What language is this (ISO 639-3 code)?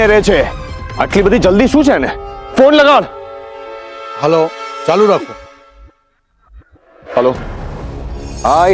guj